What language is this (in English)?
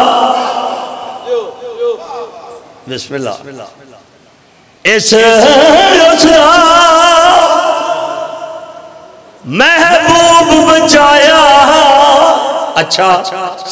Urdu